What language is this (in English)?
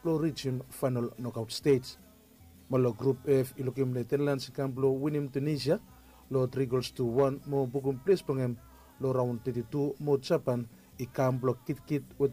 Bislama